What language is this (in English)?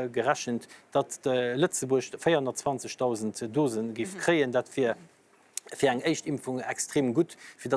Luxembourgish